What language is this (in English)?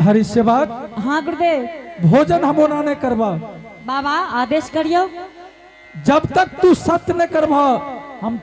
Angika